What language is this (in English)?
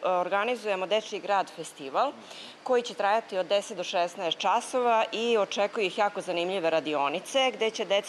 Serbian